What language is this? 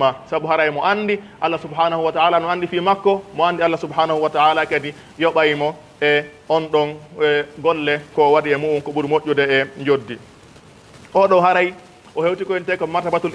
Pular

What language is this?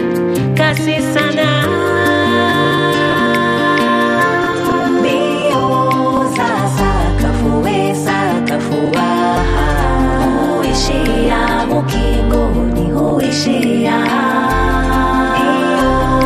Swahili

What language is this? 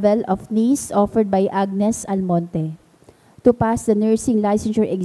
Bikol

